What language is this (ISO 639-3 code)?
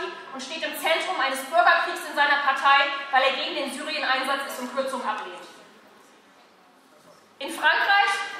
deu